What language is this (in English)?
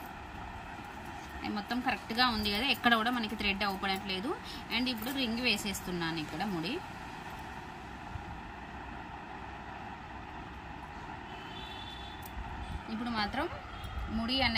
Telugu